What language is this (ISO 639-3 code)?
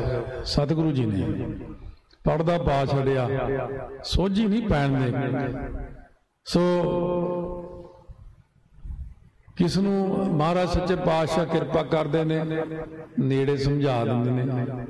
pan